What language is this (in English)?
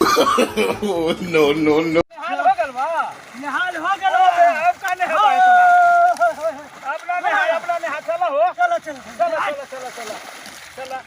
Magahi